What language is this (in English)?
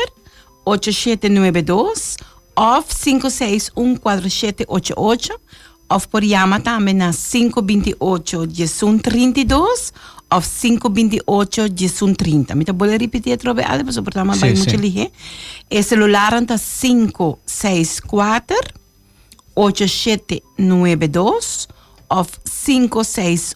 Papiamento